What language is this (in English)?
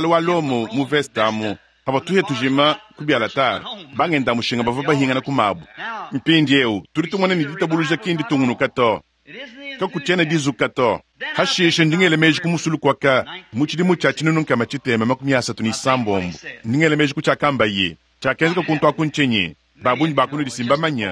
Luba-Lulua